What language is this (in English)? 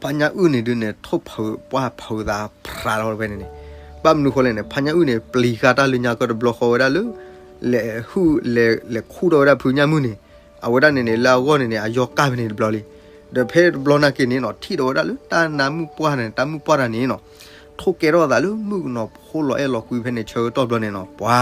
S'gaw Karen